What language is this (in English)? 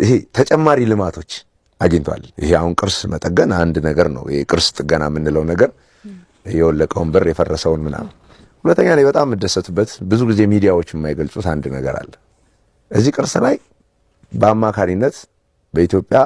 Amharic